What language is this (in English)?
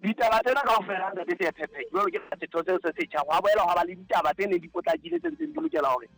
Southern Sotho